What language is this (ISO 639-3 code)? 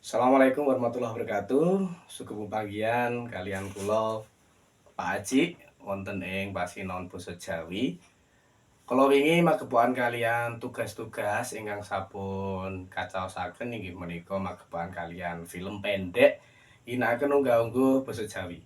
jav